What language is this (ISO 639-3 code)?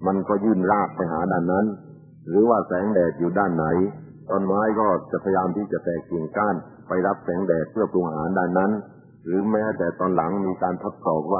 tha